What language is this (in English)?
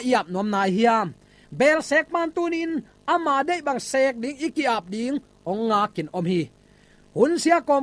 Tedim Chin